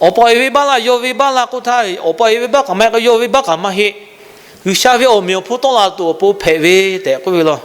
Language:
Lahu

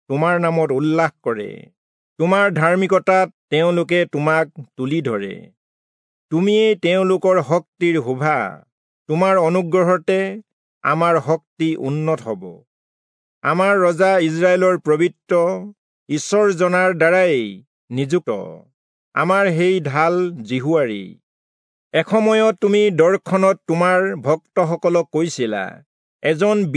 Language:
Assamese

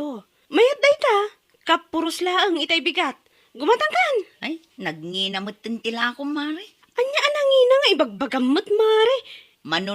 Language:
Iloko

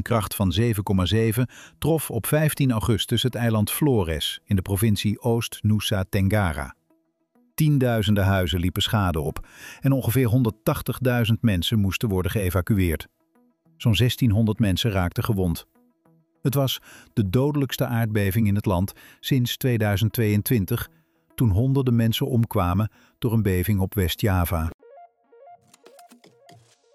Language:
Dutch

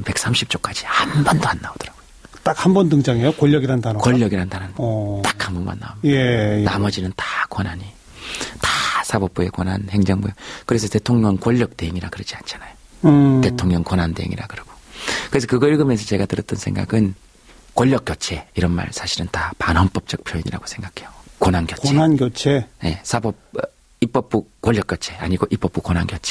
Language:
Korean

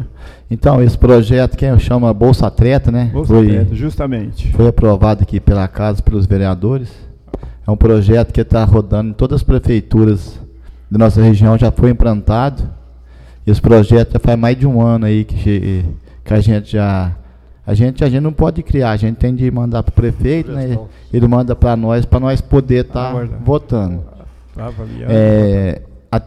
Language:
Portuguese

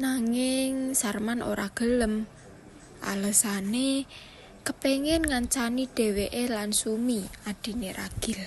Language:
Javanese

